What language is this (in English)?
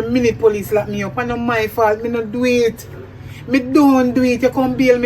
Jamaican Creole English